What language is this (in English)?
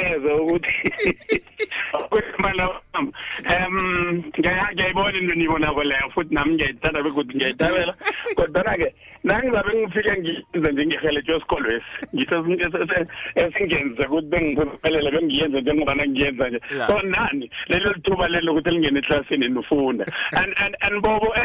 South Ndebele